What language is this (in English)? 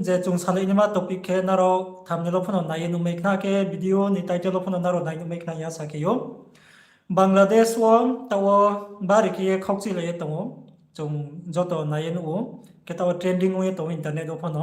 Riang (India)